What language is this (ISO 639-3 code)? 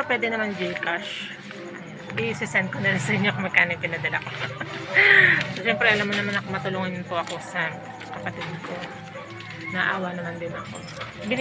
fil